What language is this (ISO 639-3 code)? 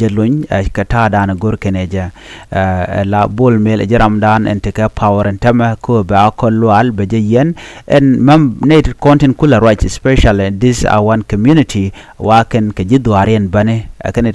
nus